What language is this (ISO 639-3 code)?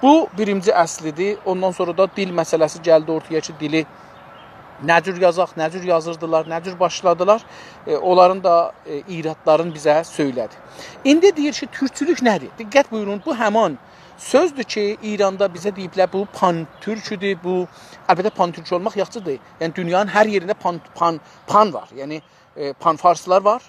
azb